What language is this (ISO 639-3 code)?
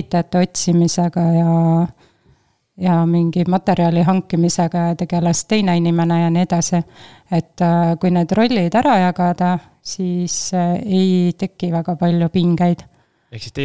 est